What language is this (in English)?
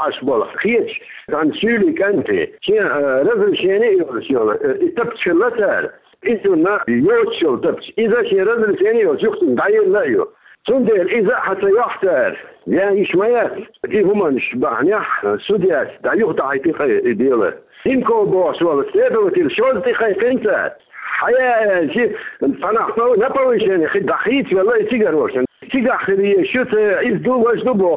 Chechen